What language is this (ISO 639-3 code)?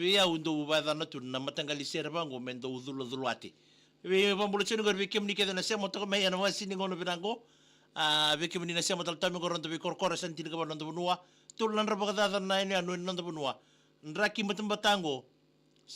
fij